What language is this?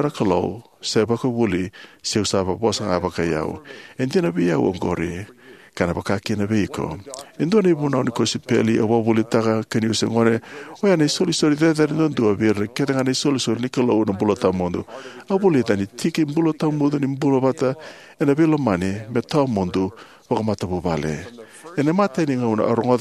Fijian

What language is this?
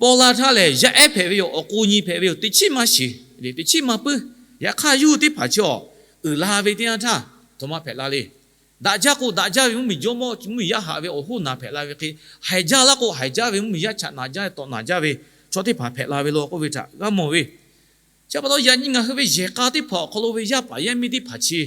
Lahu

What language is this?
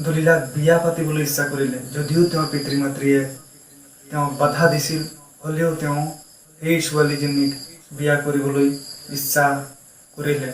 Assamese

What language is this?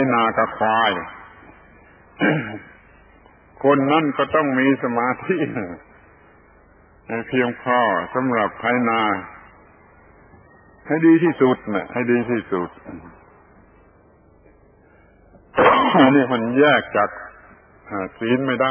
Thai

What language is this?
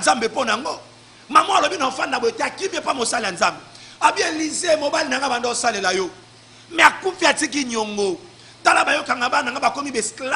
Lingala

